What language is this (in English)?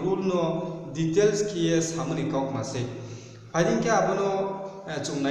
Riang (India)